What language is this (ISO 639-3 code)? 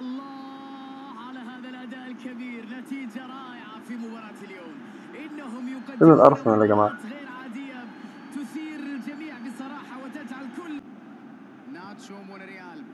arz